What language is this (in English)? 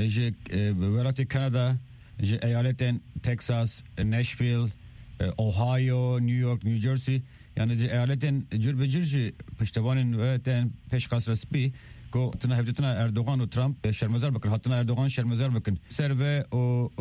Kurdish